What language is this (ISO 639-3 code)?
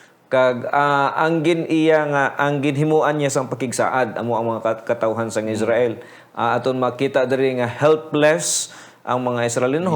hil